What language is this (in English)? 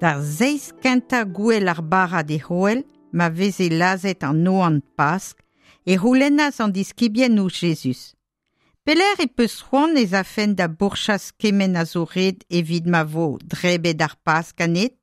Breton